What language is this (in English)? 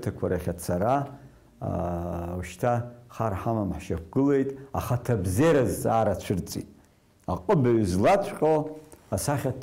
Abkhazian